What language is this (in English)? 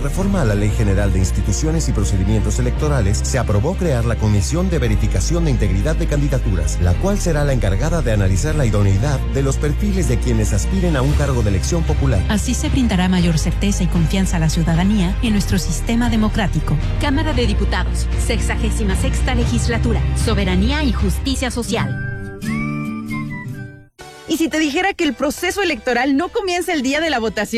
Spanish